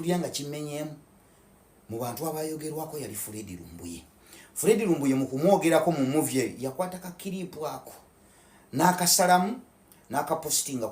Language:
Ganda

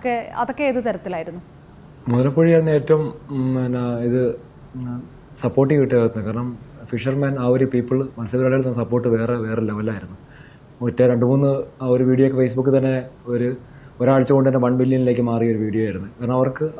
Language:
Malayalam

